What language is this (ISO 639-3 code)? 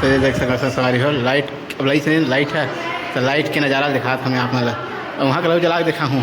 hne